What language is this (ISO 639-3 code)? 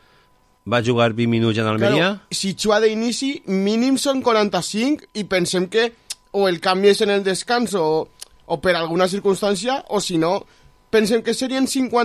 cat